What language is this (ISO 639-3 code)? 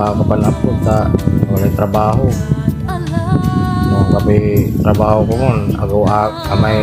pag